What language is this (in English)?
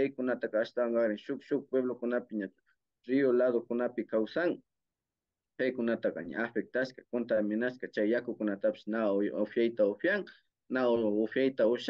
Imbabura Highland Quichua